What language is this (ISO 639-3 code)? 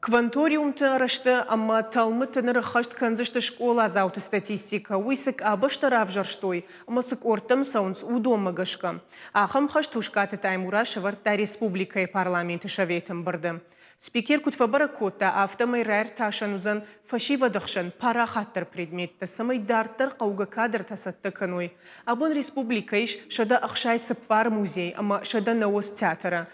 oss